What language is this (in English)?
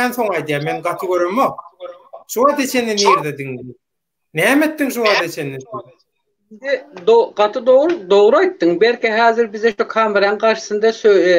Turkmen